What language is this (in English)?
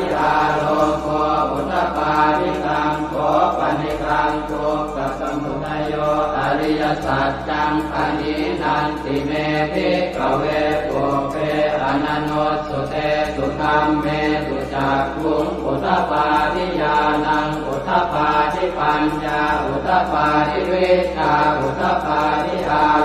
Pali